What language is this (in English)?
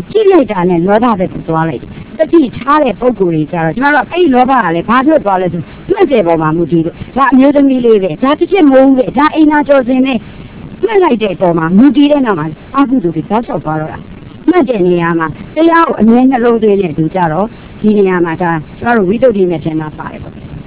Burmese